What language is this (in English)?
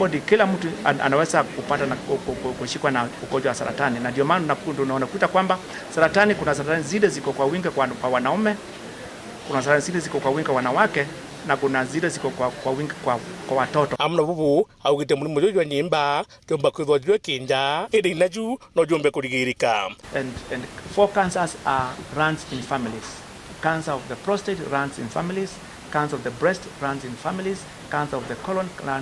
Meru